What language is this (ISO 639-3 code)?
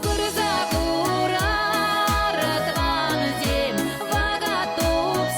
chv